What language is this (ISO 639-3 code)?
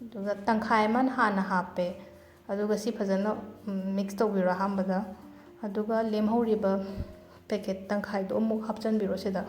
mni